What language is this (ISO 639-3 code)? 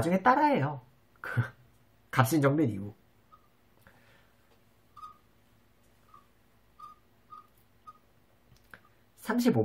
kor